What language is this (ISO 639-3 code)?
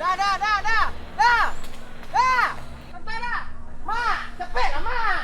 min